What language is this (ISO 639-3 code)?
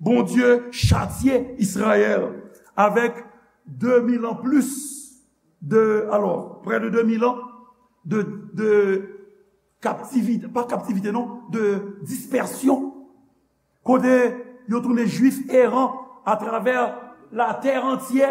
hat